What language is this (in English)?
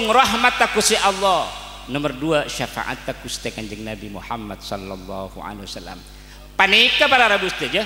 Madurese